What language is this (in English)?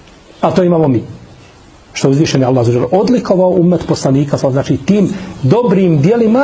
Bosnian